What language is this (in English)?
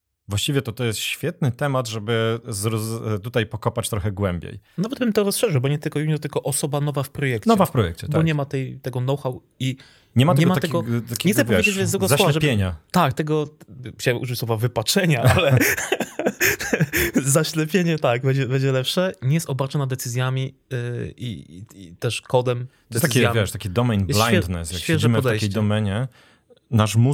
Polish